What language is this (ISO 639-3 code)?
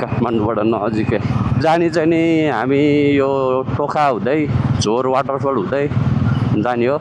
nep